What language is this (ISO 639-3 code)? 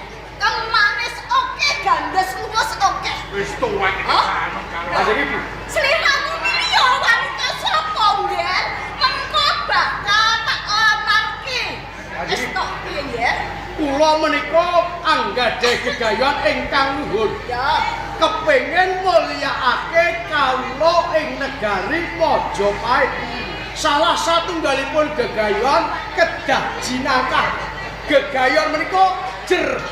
jav